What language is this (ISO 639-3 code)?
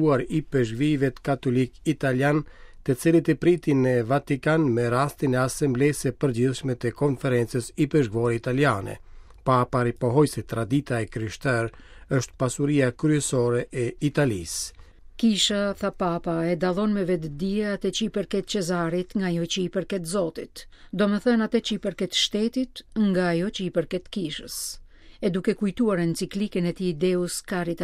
sqi